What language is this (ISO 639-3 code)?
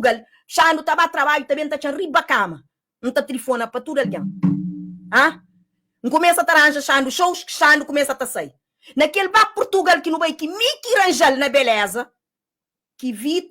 kea